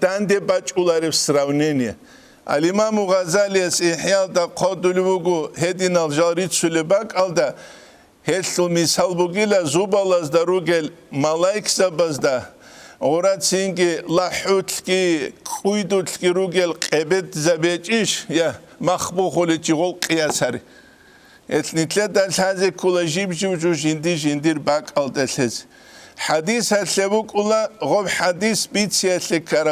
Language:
Avaric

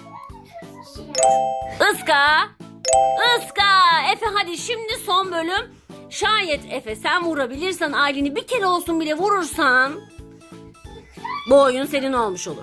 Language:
Turkish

